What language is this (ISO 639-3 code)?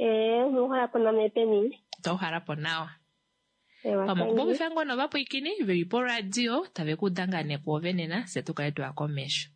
kua